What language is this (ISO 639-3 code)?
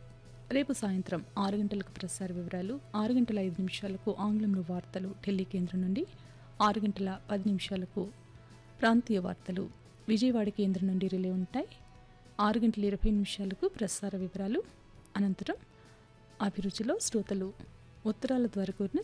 tel